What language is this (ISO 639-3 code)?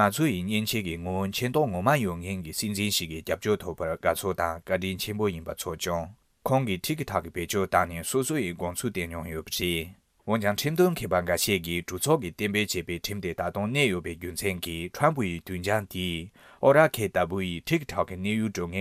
bod